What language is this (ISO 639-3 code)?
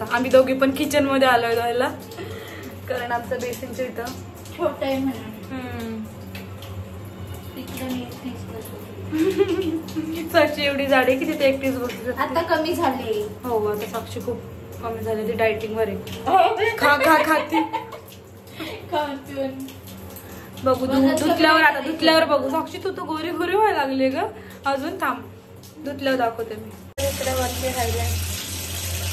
mar